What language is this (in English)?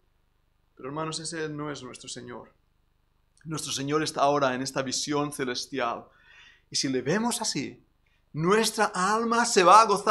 Spanish